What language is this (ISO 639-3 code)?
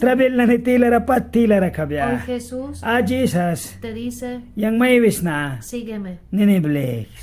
miq